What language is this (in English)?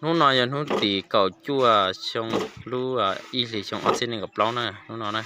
Hmong